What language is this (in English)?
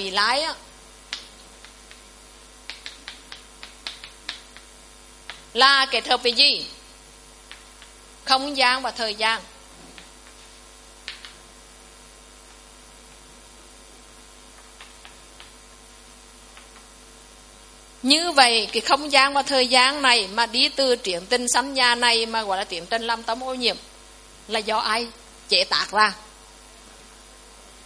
Vietnamese